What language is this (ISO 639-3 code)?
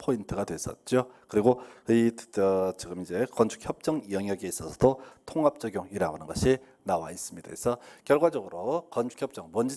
kor